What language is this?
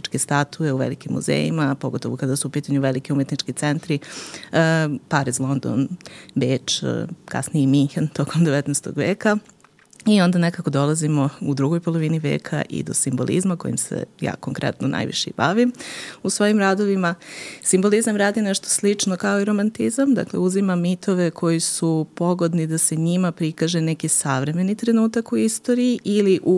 Serbian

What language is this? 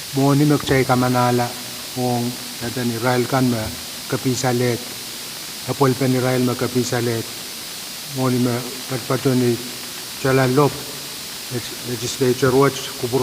Pohnpeian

